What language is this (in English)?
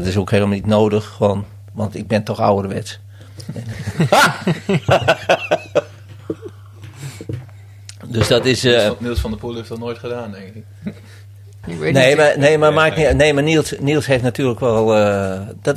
Dutch